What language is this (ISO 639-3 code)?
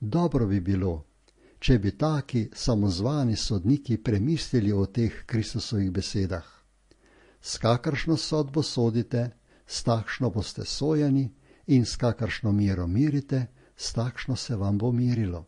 slv